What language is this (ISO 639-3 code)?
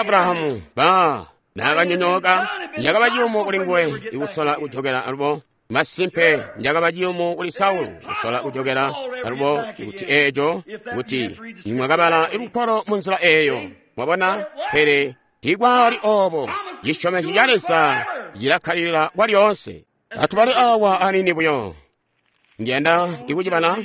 toi